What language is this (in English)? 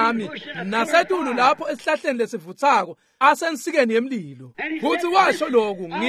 Swati